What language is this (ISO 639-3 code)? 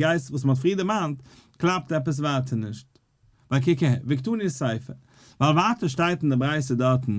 yid